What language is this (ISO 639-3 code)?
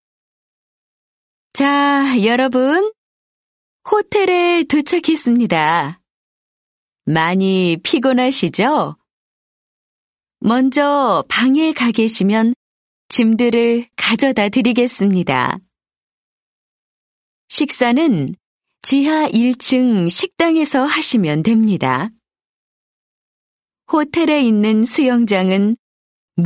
kor